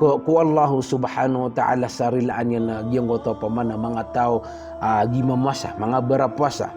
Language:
Maranao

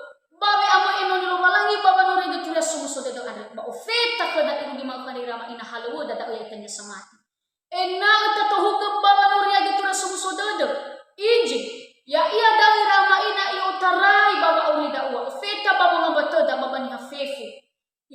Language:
Nias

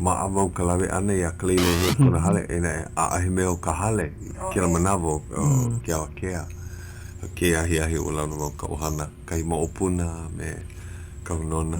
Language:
Hawaiian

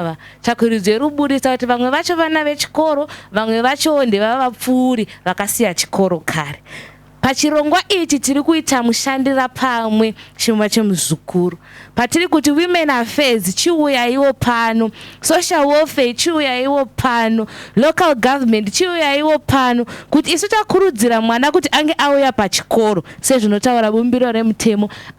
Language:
Shona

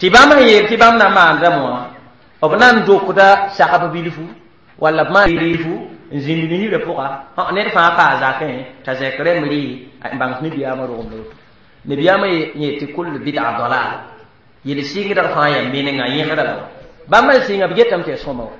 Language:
Mossi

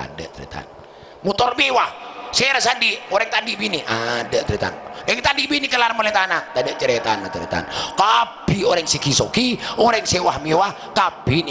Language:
Madurese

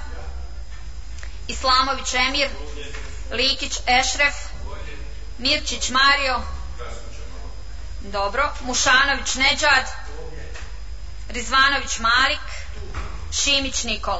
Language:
Bosnian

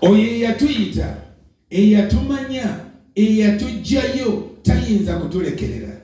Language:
Ganda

